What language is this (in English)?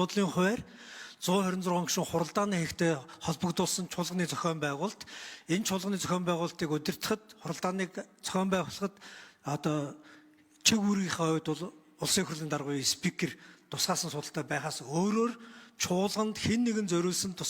Mongolian